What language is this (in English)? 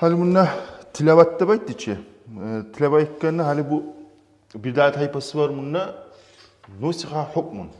Kumyk